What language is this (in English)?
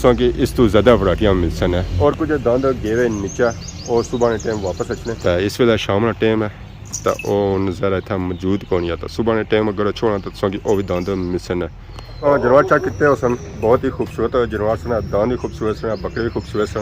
Pahari-Potwari